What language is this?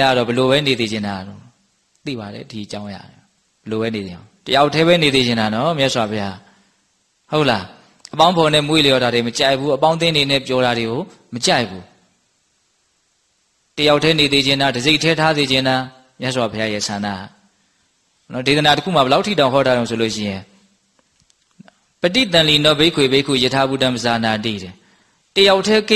Burmese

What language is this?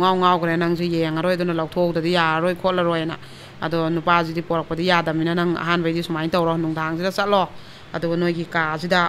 Manipuri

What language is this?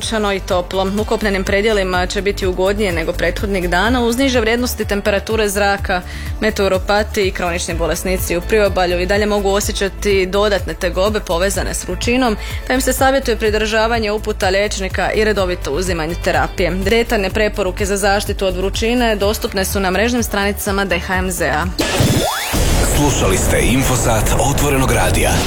Croatian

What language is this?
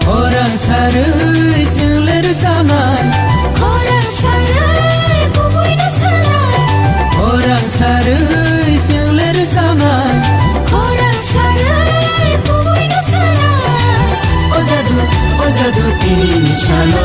Kok Borok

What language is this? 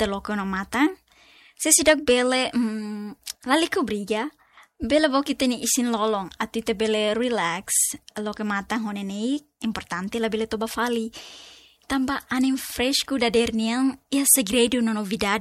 Tetum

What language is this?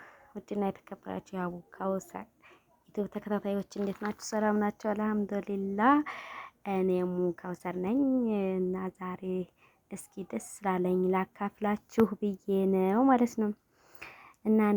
Amharic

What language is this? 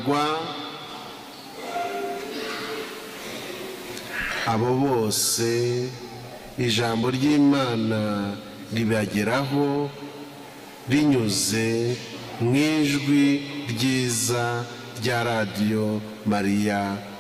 Kinyarwanda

